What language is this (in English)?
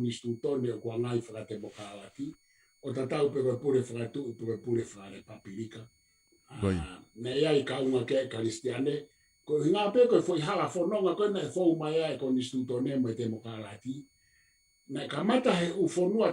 Tongan